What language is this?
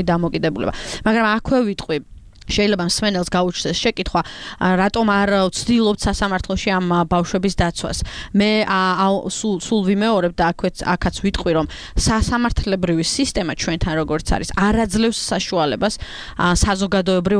Georgian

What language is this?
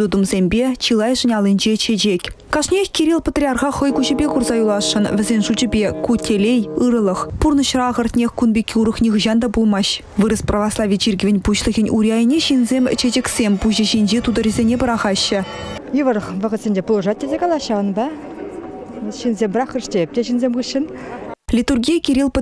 Chuvash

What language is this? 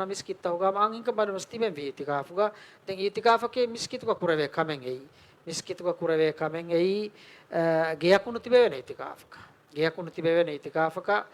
Divehi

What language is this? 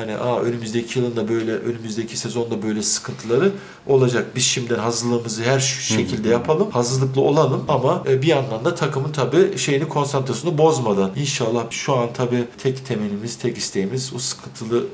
Turkish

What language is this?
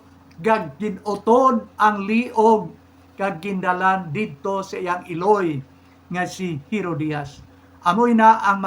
Hiligaynon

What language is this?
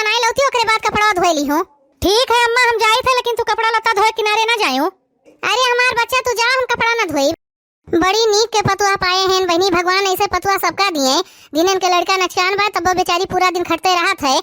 Awadhi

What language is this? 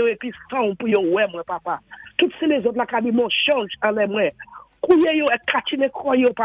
Saint Lucian Creole French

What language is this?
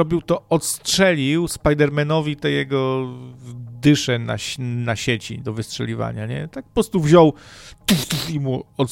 Polish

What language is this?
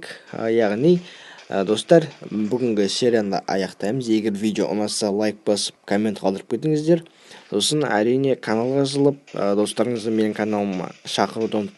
Kazakh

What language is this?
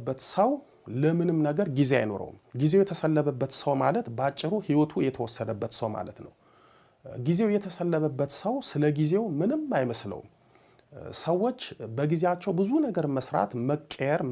Amharic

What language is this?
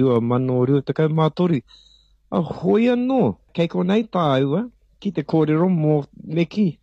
Māori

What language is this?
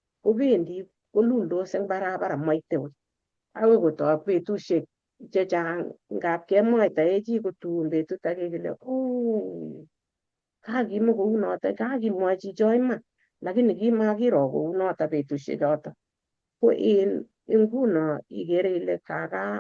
Kalenjin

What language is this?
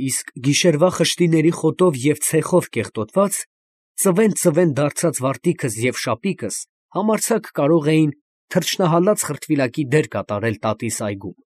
Armenian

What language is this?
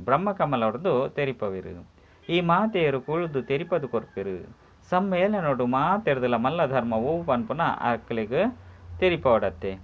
Tulu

